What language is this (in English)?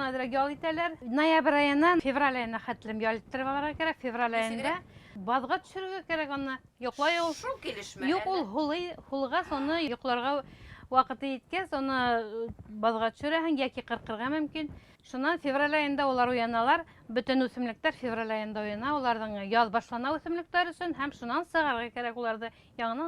Bashkir